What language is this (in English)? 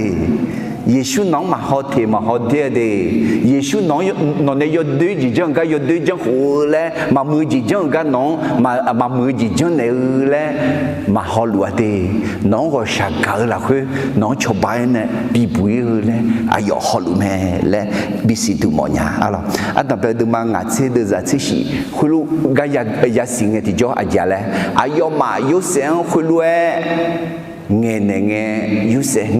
Akha